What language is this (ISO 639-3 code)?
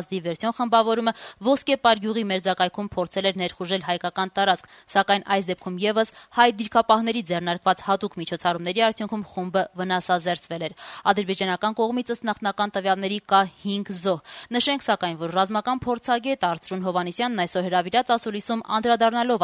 hye